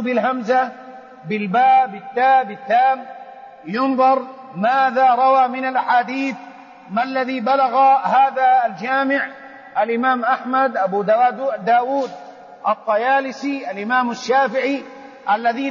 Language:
Arabic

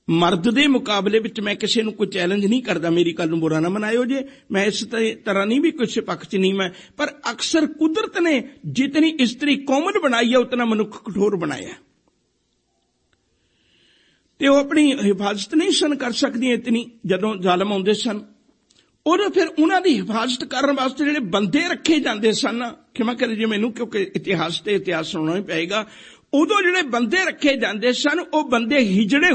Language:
Punjabi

